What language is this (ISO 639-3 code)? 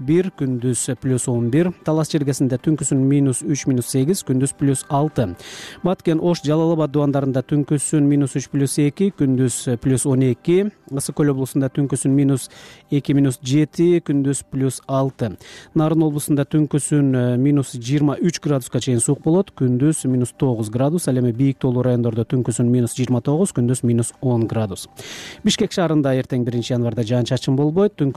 kir